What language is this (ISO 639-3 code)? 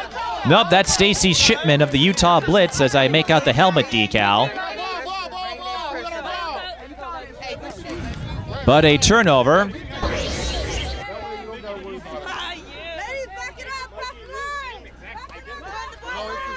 eng